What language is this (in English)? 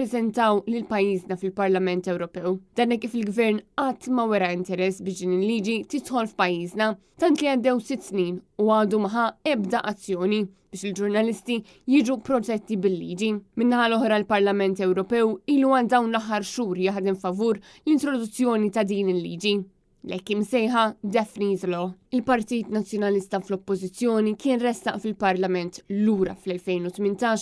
Maltese